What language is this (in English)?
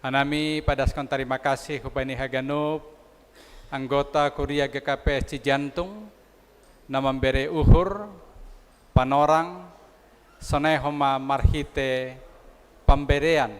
Batak Simalungun